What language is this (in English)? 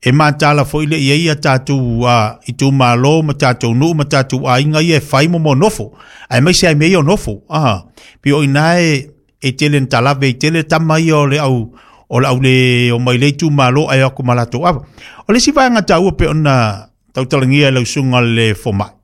Samoan